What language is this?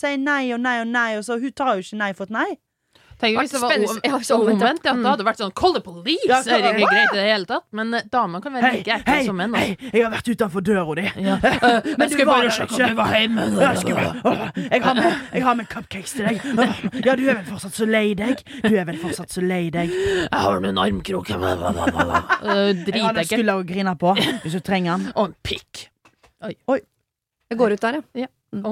Norwegian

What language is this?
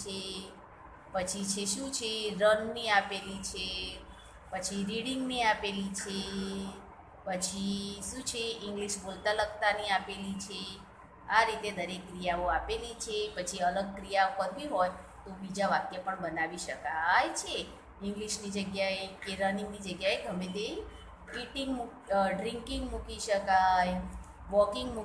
Gujarati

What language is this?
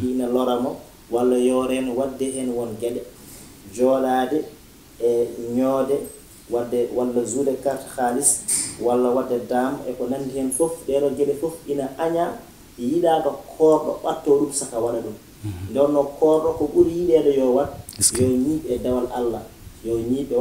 Fula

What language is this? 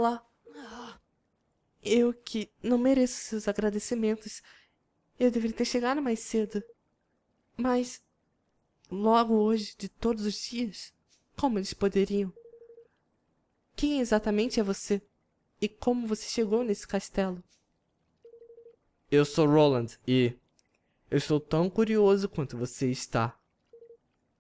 Portuguese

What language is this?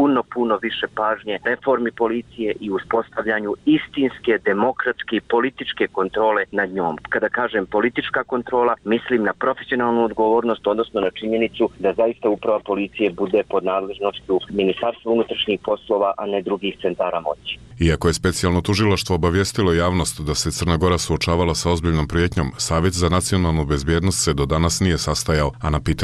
Serbian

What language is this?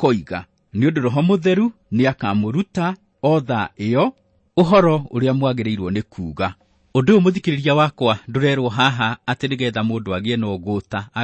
Kikuyu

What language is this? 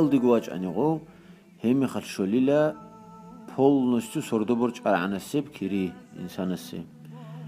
Avaric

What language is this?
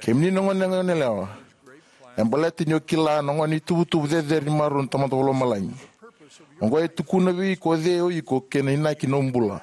Fijian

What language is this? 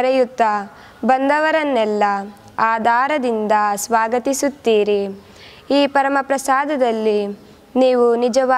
Kannada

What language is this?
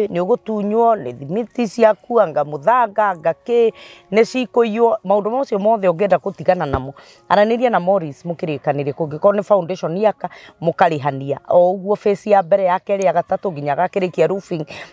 Kikuyu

